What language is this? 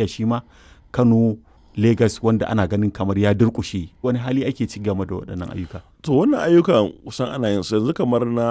Hausa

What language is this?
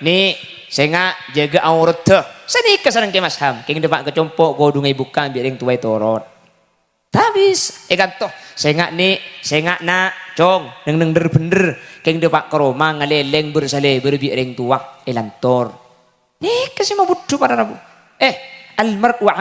Madurese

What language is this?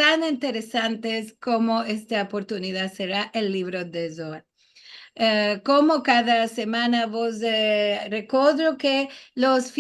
Ladino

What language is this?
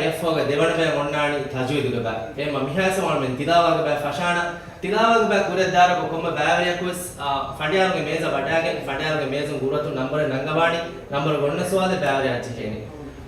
Divehi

